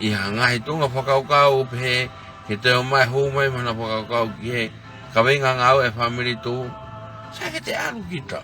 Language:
Tongan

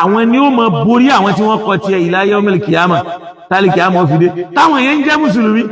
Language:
Yoruba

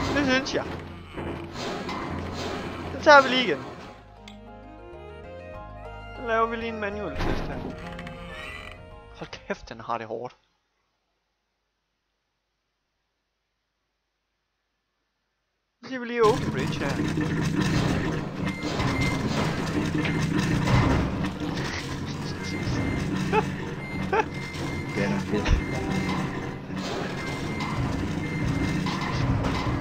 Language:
Danish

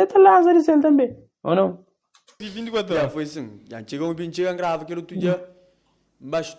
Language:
Kabuverdianu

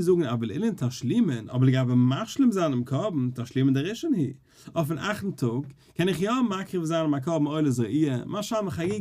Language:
Yiddish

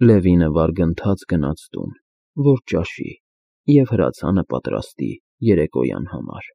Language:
Armenian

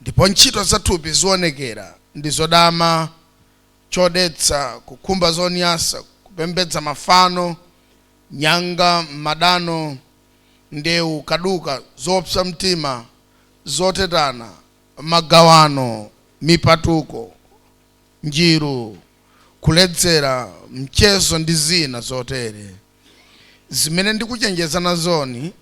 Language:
Nyanja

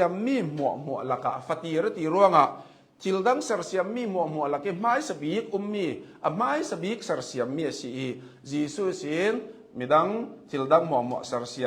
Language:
Hakha Chin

